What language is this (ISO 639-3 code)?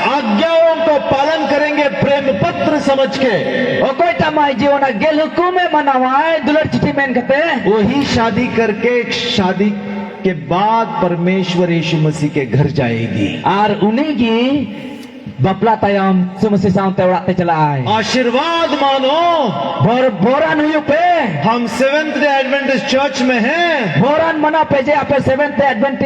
sat